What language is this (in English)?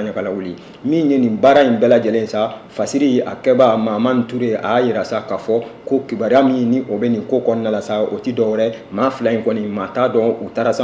Bambara